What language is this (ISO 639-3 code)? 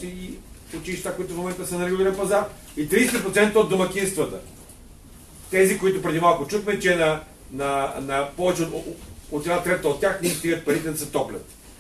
bul